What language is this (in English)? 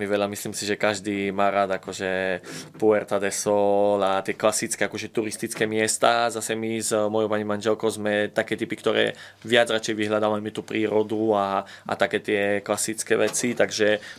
Slovak